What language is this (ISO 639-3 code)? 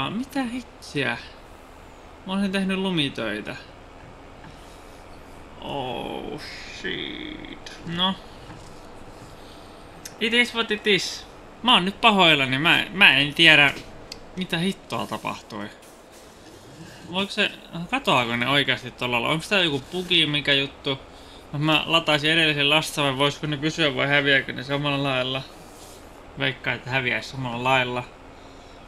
fin